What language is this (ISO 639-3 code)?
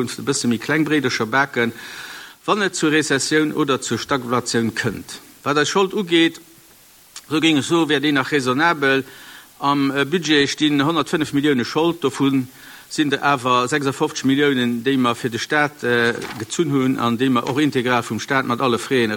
ltz